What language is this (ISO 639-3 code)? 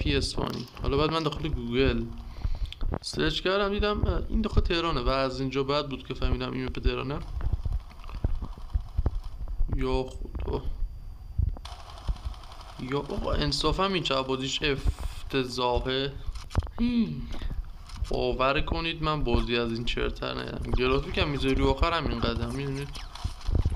fas